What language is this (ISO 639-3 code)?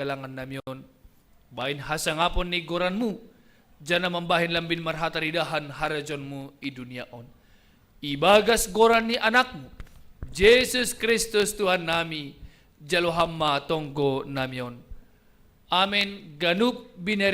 bts